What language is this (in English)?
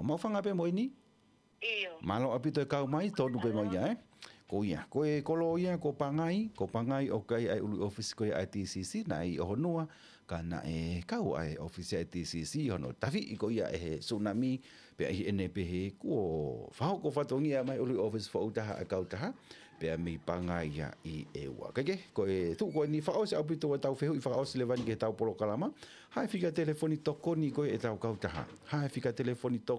Tongan